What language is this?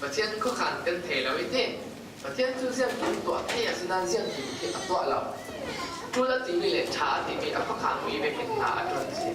Falam Chin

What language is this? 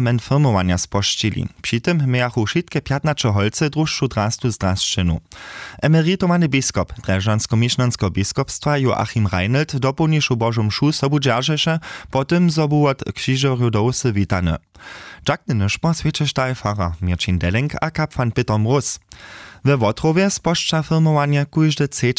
Upper Sorbian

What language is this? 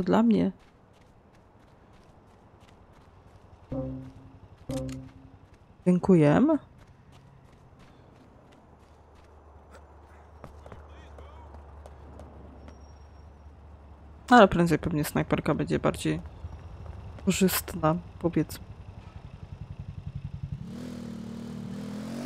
Polish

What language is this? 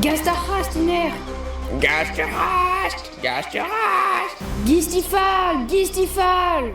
Breton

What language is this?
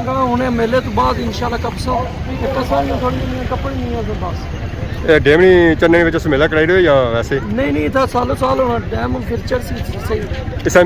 Pahari-Potwari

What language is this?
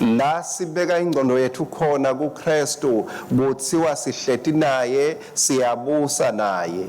Swati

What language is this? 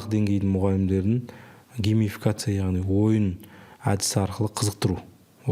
Kazakh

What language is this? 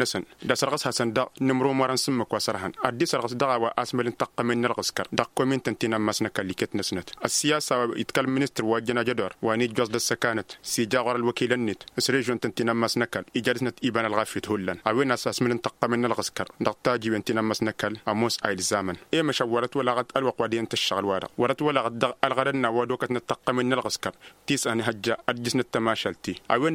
Tamasheq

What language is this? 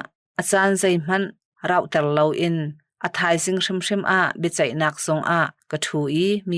Hakha Chin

